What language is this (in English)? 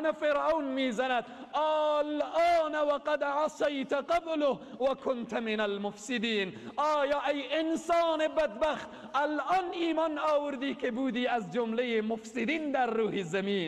Persian